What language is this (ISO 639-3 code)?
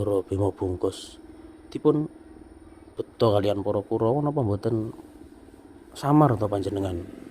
jav